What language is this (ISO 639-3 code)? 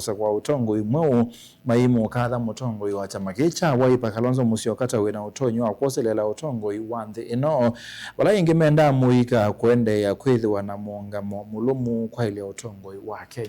kam